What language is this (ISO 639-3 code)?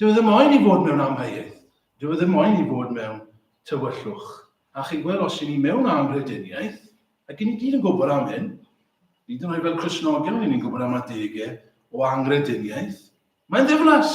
cym